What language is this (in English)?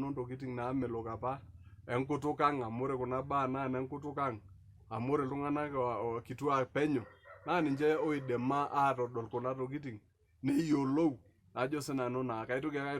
Masai